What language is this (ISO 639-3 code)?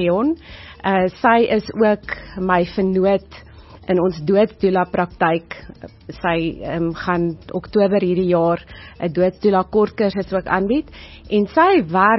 afr